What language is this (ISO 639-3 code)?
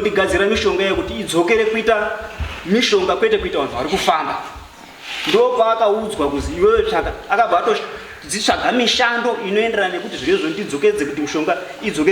sna